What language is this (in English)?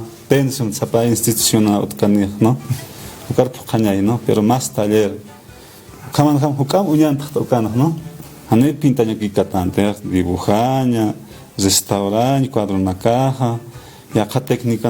Aymara